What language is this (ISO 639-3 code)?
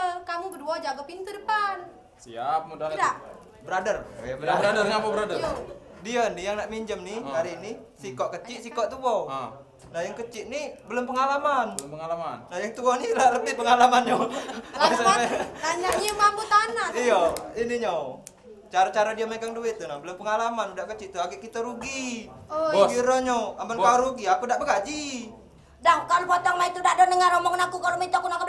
mui